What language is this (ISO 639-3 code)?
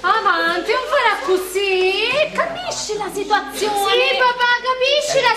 scn